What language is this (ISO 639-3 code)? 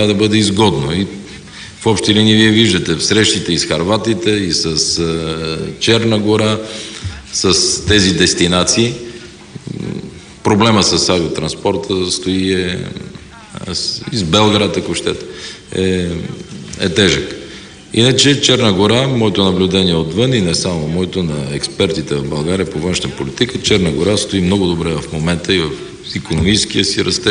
bul